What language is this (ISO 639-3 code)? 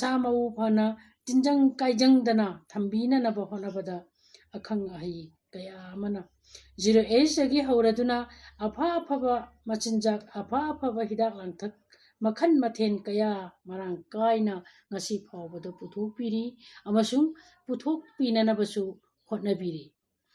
mni